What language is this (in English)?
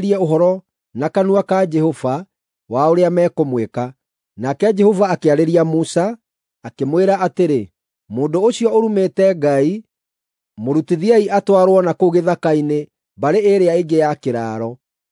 Kikuyu